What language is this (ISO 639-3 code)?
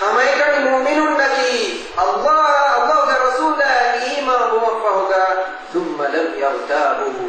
div